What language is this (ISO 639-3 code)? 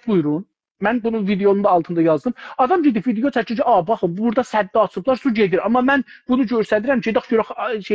azb